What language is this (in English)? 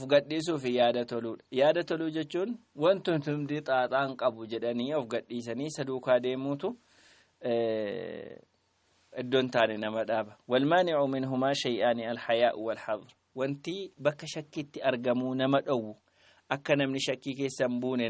Oromo